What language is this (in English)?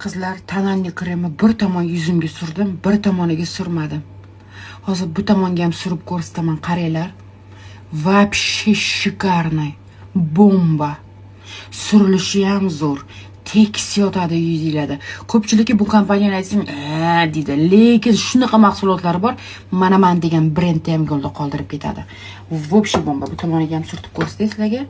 Uzbek